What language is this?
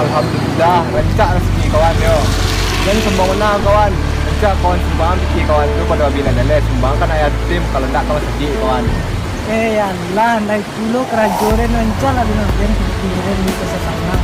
Minangkabau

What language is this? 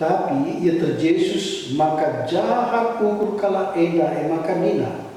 Batak Karo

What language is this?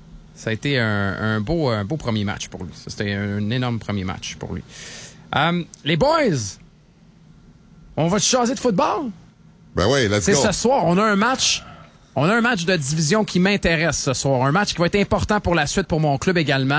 French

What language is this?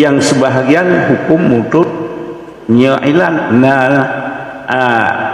Achinese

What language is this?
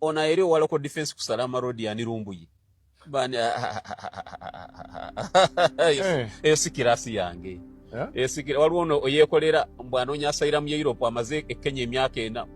Ganda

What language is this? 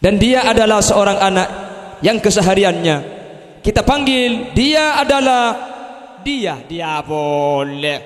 Madurese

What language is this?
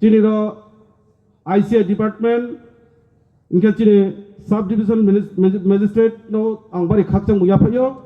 Riang (India)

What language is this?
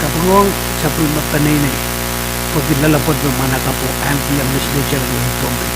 Pohnpeian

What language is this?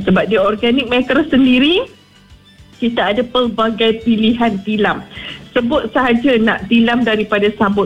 Malay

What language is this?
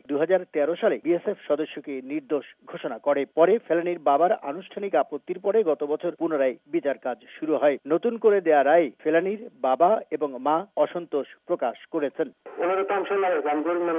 Bangla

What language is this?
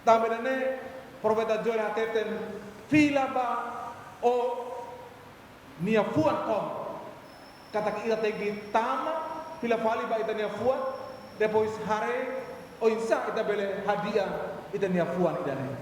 Tetum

